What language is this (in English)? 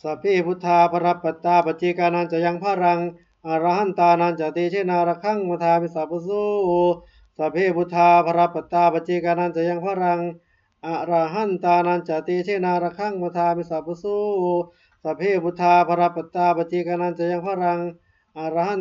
Pali